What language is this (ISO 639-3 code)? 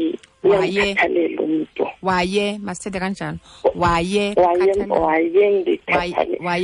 xho